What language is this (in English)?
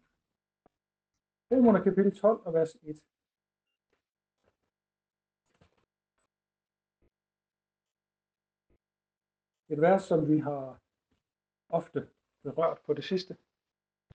Danish